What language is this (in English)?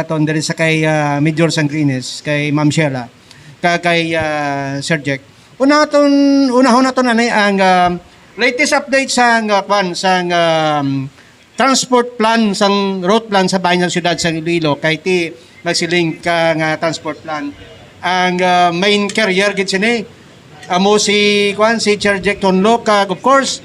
Hiligaynon